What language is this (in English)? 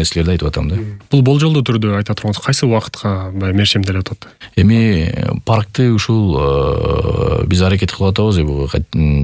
Kyrgyz